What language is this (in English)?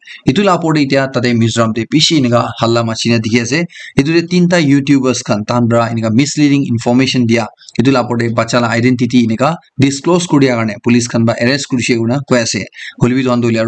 Naga Pidgin